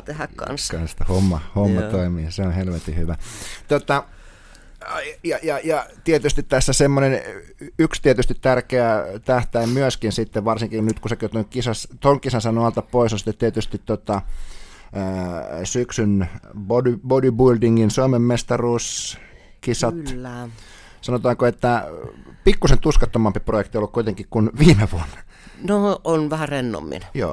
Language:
Finnish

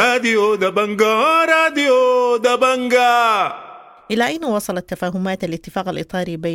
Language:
Sudanese Arabic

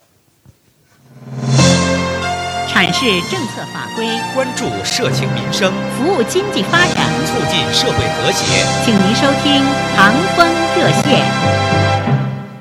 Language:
Chinese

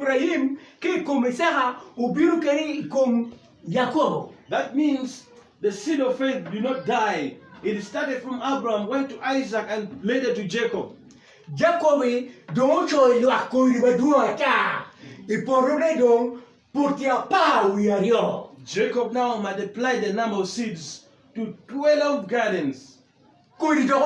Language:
Acoli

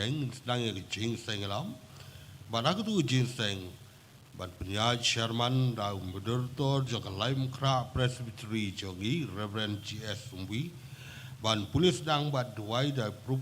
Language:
Khasi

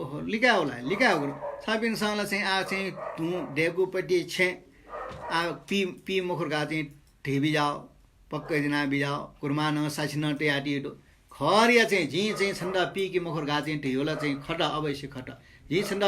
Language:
Newari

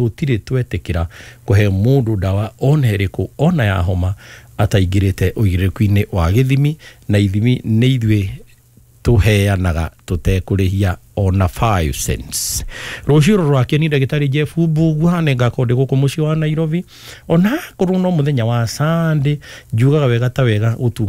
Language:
Kikuyu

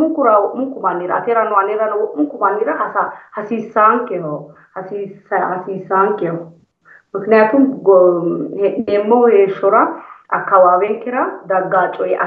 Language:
Sidamo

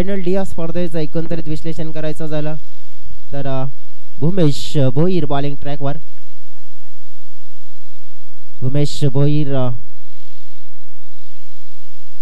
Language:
Marathi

